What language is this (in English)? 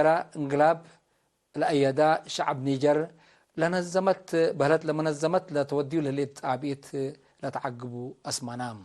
Tigre